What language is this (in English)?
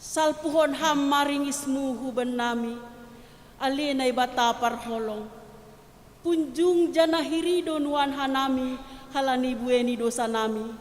Batak Simalungun